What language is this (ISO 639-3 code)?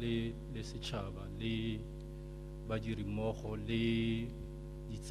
tsn